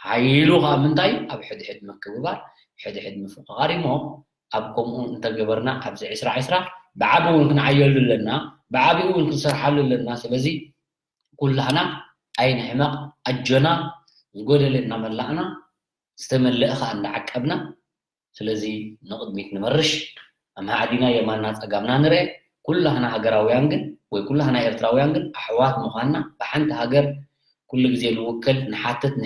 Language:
Tigrinya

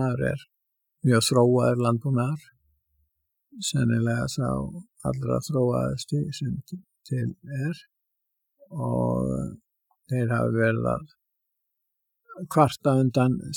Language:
Icelandic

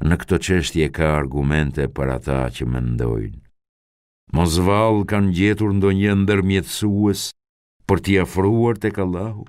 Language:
Albanian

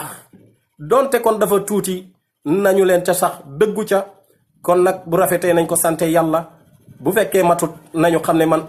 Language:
Wolof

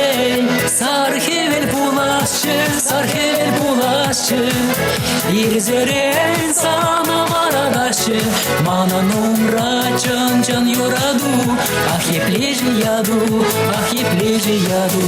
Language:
Chuvash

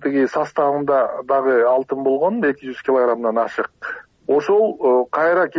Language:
Kyrgyz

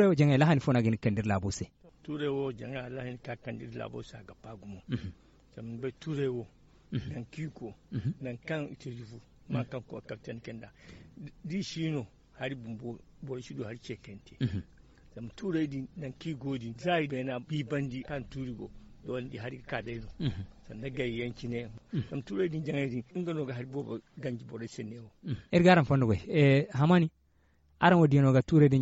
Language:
Zarma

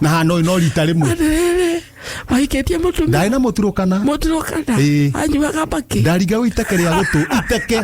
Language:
Kikuyu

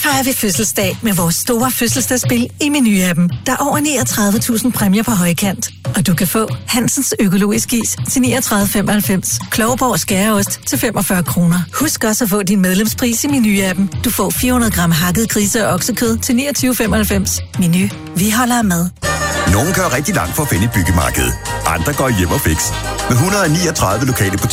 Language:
Danish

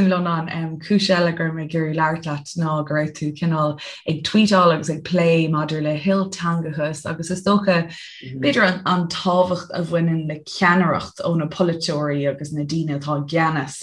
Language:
Irish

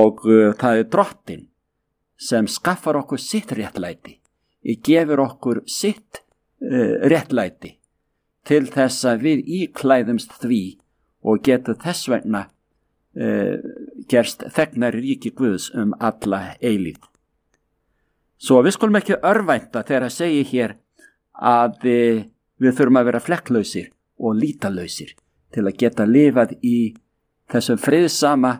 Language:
Icelandic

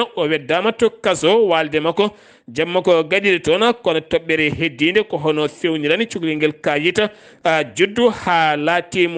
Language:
Fula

